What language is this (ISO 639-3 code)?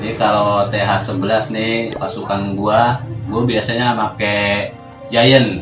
bew